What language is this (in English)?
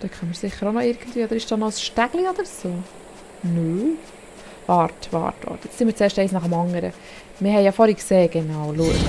Swiss German